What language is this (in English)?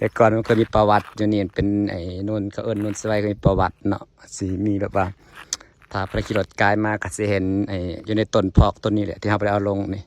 Lao